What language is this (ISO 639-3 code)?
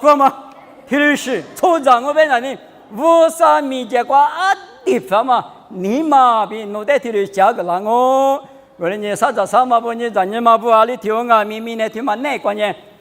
lis